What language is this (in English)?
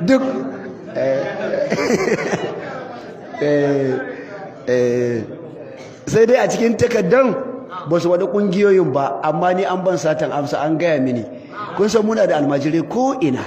Hausa